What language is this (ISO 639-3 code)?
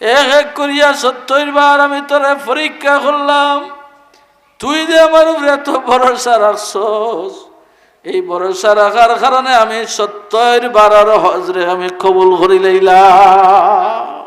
syl